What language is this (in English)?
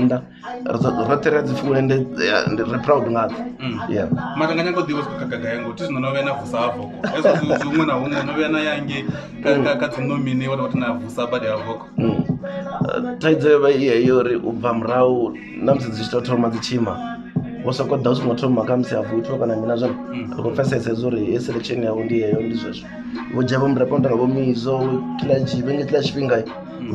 Venda